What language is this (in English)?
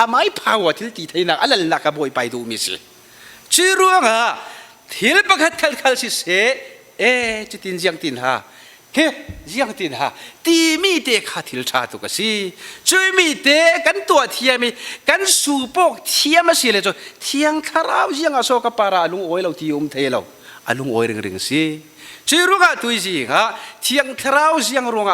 Falam Chin